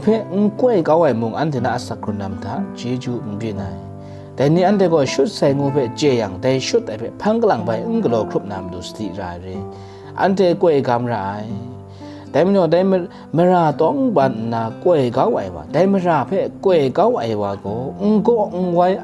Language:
Kachin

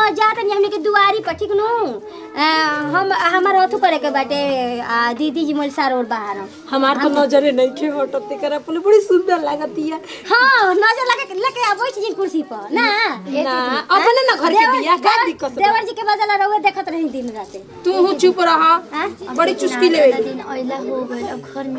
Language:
Bhojpuri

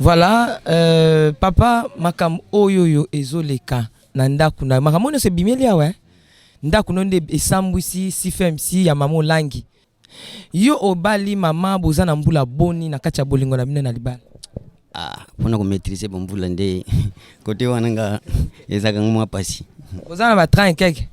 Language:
Lingala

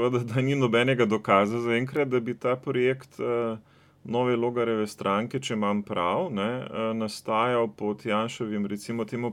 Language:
Slovenian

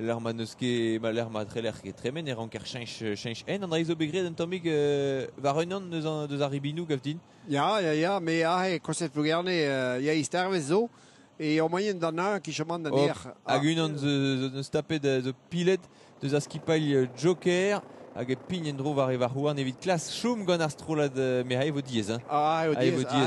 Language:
Breton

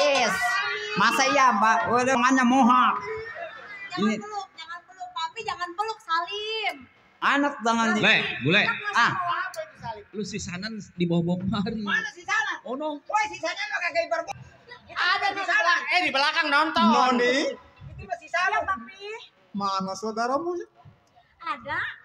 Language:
Betawi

